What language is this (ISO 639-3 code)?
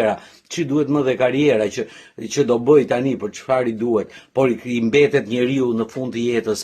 sqi